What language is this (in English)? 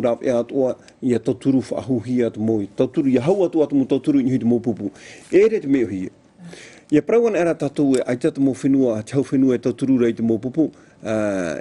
Tahitian